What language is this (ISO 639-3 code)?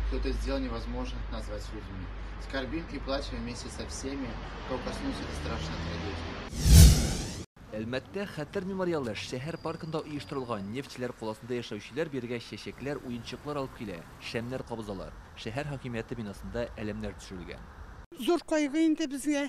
tat